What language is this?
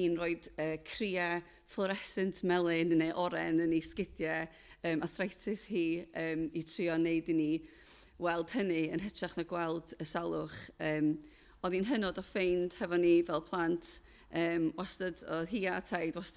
Welsh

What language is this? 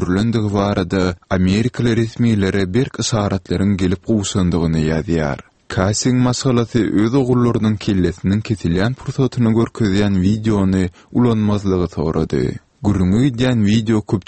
Turkmen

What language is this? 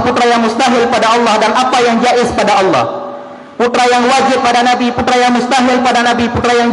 Achinese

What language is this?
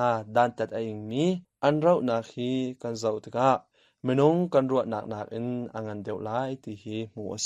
Hakha Chin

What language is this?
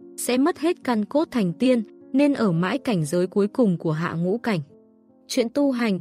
Vietnamese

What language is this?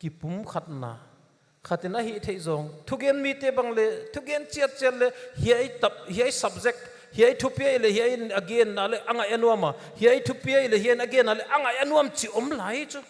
Paite Chin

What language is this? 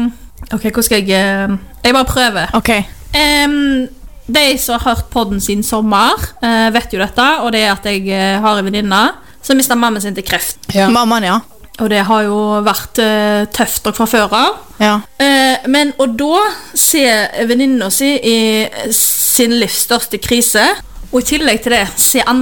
Norwegian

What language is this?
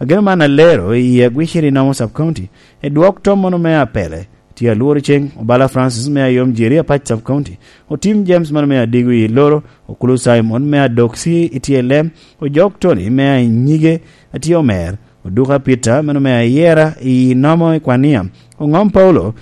Lango (Uganda)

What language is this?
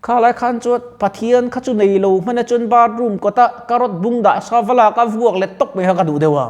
Mizo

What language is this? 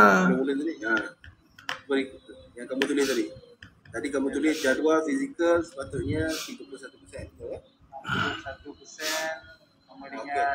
Malay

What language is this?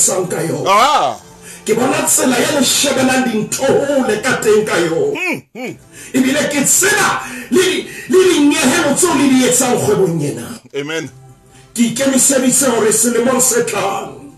Southern Sotho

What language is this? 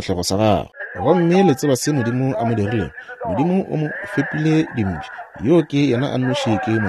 Northern Sotho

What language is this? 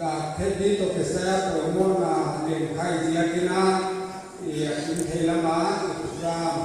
Paite Chin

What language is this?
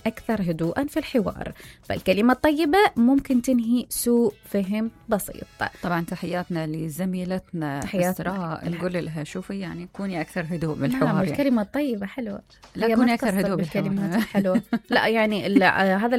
Mesopotamian Arabic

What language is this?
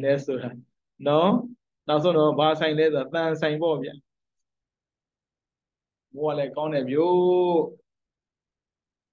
Burmese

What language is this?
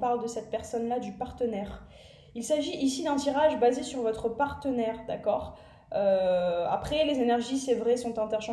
French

